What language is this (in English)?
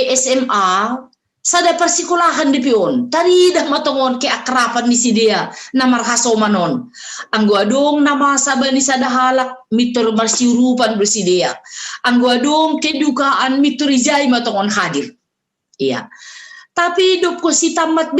Batak Simalungun